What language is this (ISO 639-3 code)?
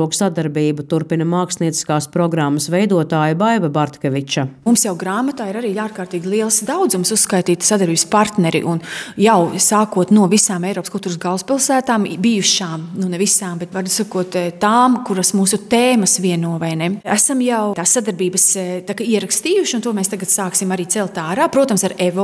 lav